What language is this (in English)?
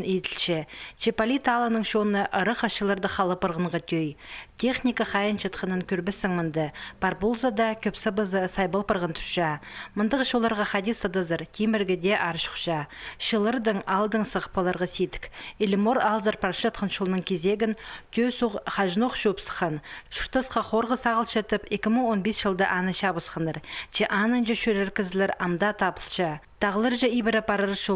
Khakas